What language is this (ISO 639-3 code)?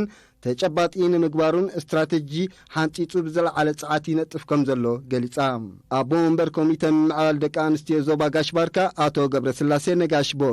tir